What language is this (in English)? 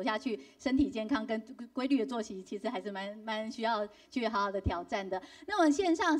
Chinese